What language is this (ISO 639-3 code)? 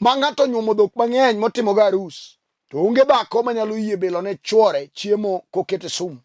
luo